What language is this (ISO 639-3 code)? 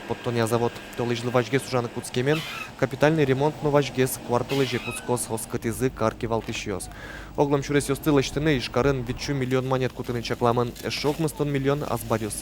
udm